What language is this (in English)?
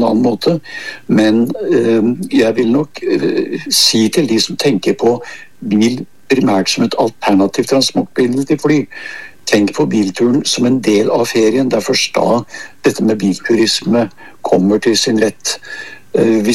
Norwegian